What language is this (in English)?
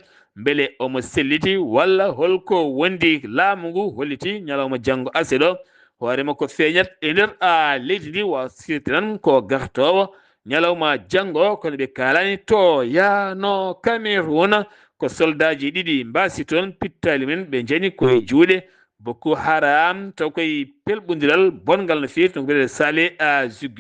Fula